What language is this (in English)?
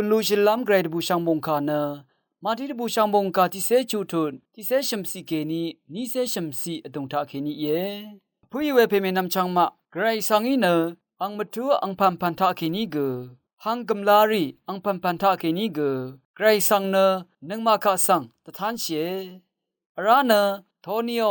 Rawang